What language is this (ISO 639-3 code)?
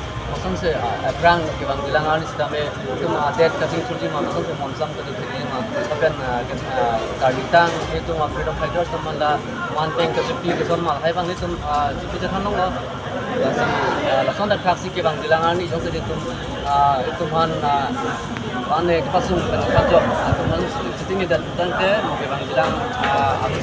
mjw